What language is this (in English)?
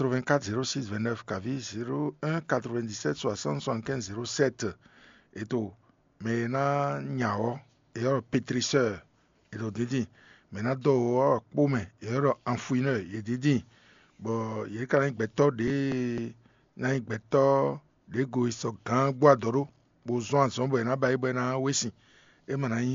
Fon